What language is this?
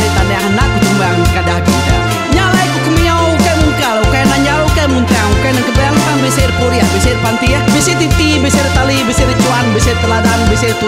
Iban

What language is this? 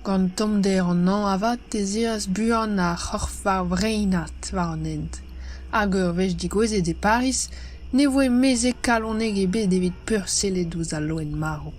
Breton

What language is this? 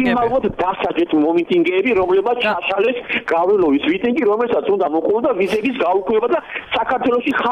Georgian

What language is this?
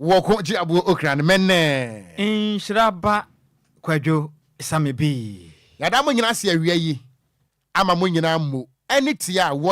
Akan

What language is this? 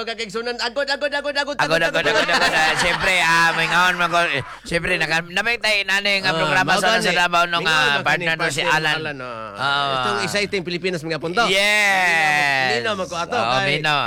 Cebuano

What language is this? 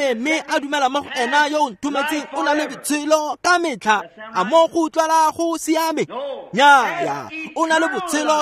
Tswana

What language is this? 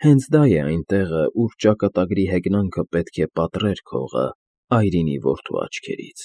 Armenian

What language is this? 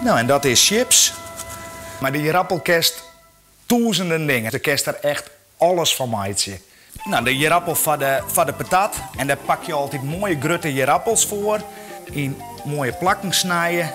Western Frisian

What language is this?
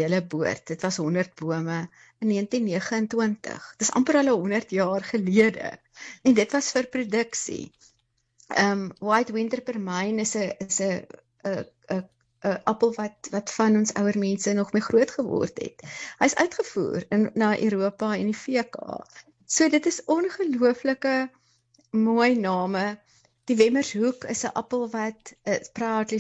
Afrikaans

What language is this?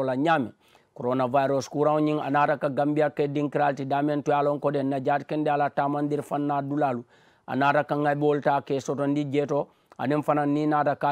Mandingo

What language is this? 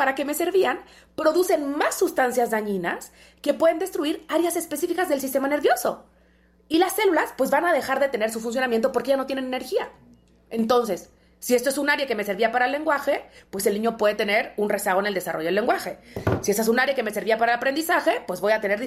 Spanish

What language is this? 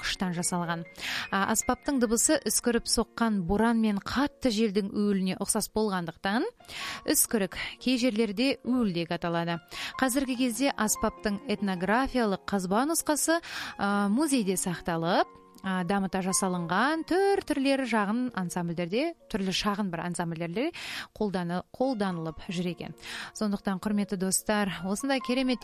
Kazakh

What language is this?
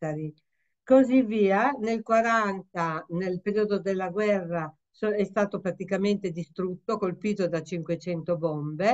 Italian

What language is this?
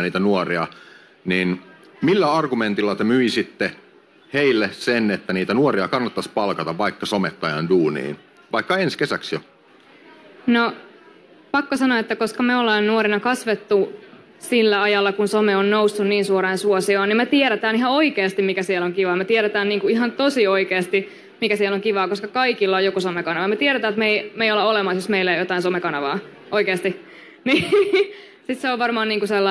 Finnish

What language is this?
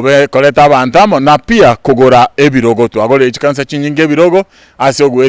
Gusii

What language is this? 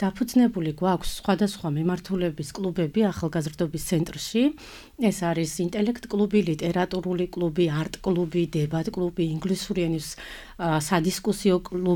Georgian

